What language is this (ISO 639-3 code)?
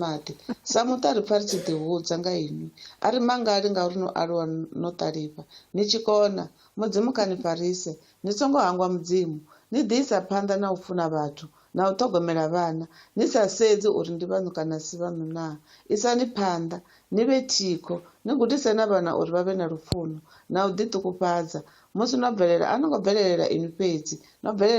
ven